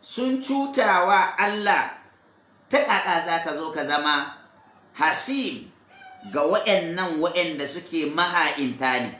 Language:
Hausa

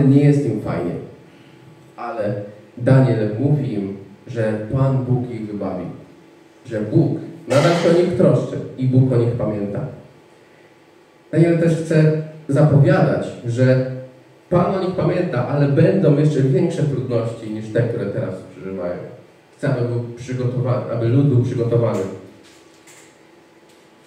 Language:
Polish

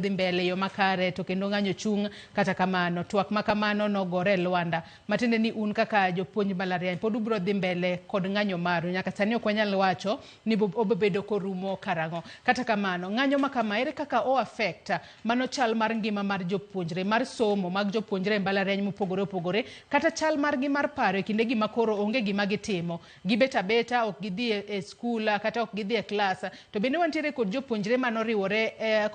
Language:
Luo (Kenya and Tanzania)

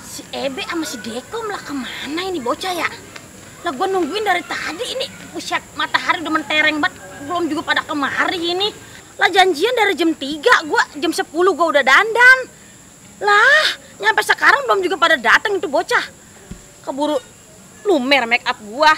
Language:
Betawi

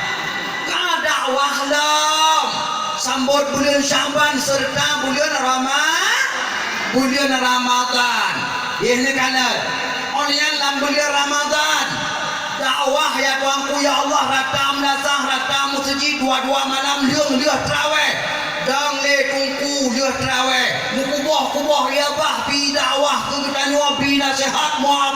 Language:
Achinese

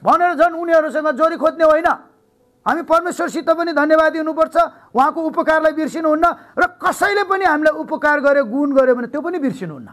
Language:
Nepali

